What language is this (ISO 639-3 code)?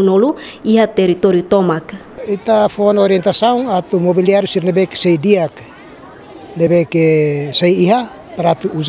tet